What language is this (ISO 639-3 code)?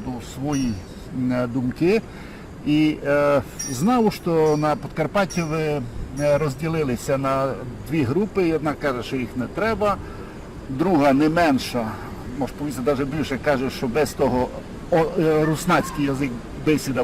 rue